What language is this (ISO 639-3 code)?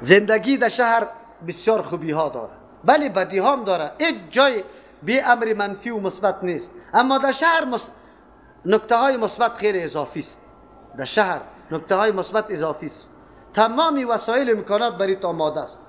fas